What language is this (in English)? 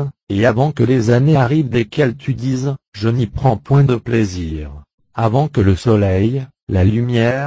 French